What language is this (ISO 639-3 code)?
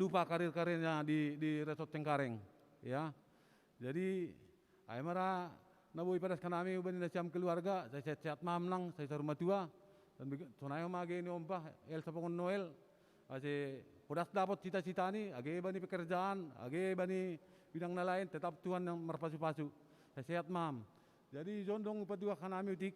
bts